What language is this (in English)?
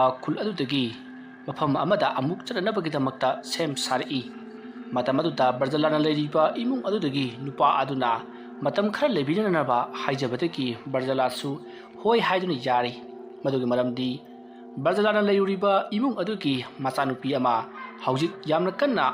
Manipuri